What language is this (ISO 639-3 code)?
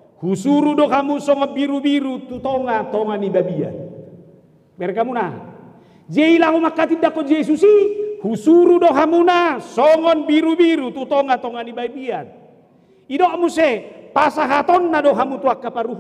bbc